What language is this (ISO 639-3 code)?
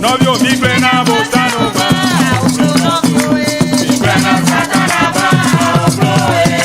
ewe